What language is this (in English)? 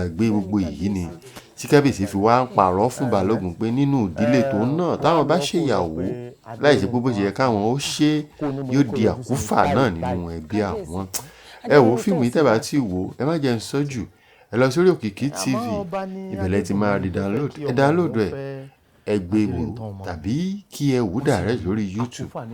Yoruba